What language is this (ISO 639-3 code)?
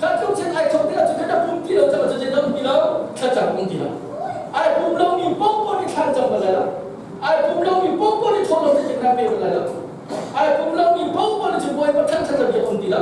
cnh